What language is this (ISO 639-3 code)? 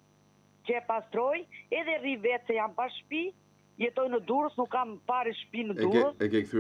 sqi